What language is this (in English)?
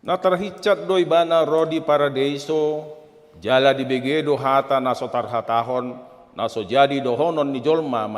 Batak Toba